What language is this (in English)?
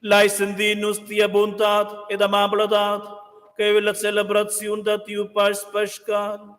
Romansh